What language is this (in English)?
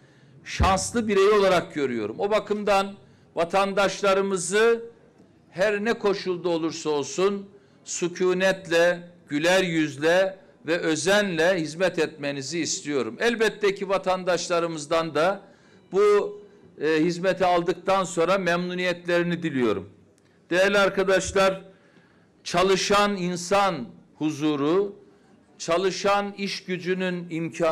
Turkish